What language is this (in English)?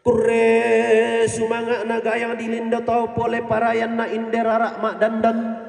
Toraja-Sa'dan